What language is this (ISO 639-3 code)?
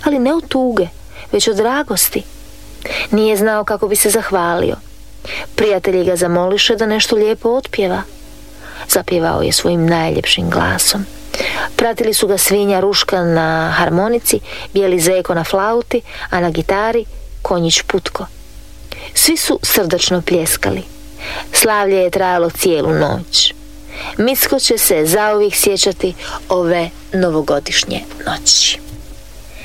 hrv